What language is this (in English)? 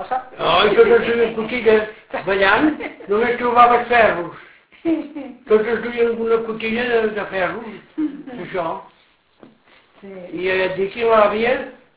Catalan